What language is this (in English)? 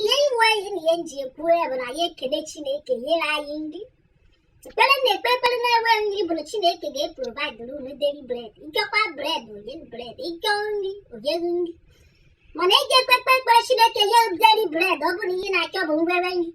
Igbo